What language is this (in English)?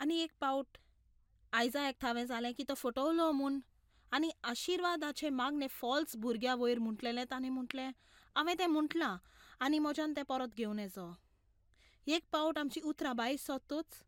Konkani